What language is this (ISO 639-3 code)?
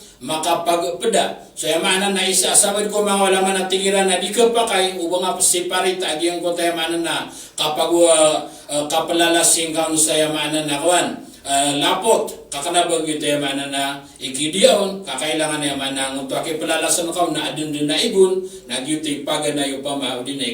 mrw